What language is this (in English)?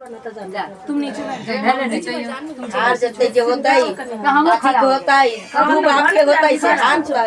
Maithili